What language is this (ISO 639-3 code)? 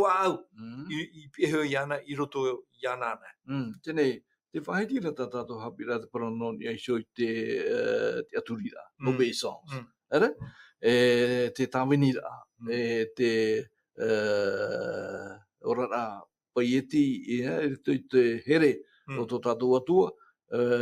tah